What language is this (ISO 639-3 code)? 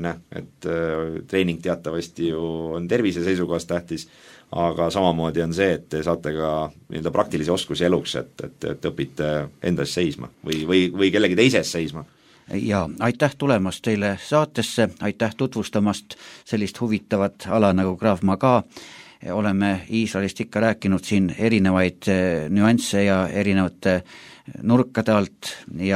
est